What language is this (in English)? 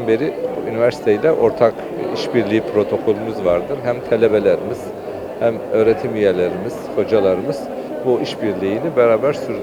Azerbaijani